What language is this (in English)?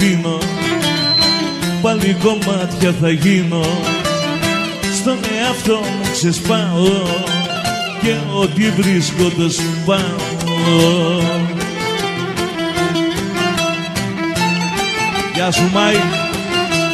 Greek